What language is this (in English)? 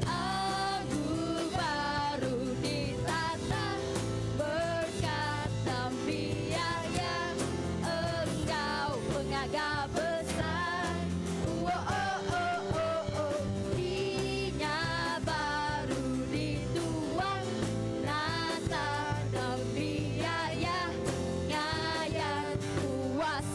Iban